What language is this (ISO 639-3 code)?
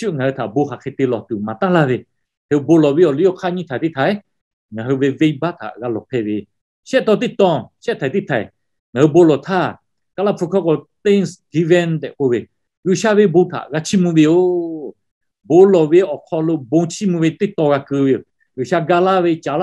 lhu